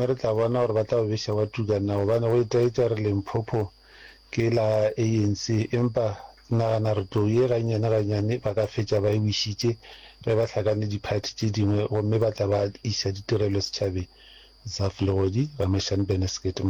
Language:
Northern Sotho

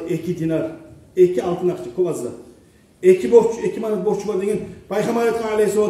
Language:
Kumyk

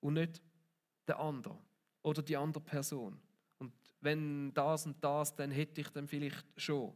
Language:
Swiss German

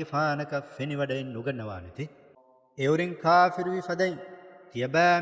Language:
Divehi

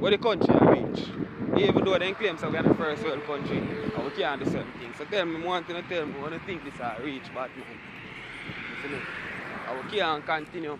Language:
Jamaican Creole English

